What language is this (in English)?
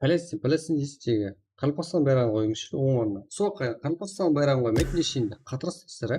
Kara-Kalpak